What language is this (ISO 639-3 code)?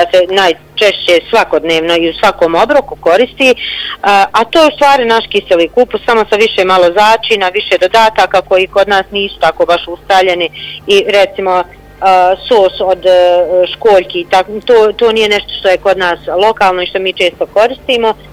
bos